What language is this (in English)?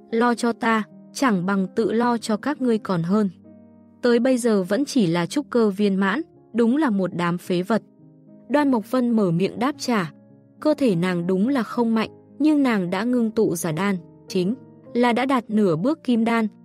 Vietnamese